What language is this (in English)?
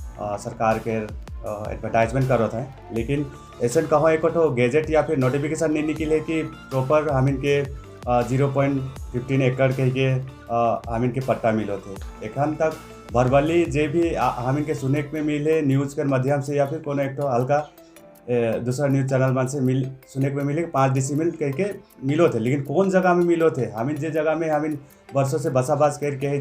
Sadri